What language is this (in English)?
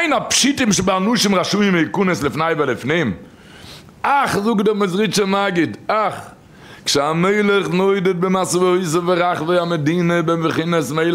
Yiddish